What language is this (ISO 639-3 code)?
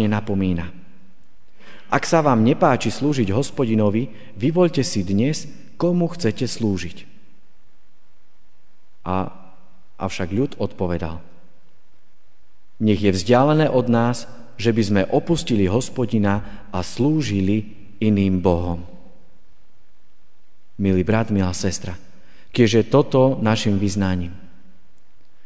slk